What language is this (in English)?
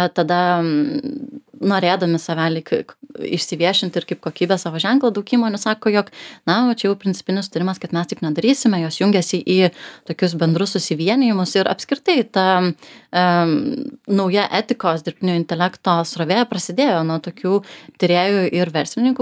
Lithuanian